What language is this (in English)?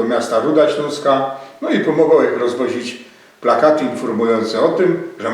Silesian